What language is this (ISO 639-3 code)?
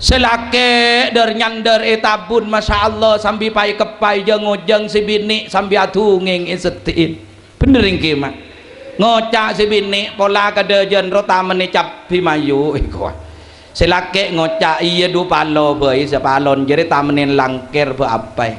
mad